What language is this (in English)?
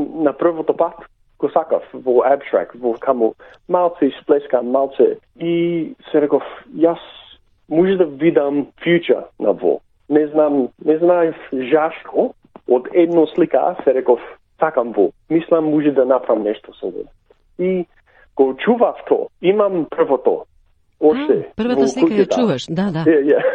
Macedonian